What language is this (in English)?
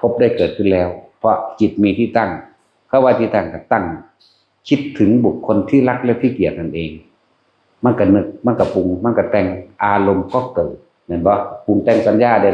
Northeastern Thai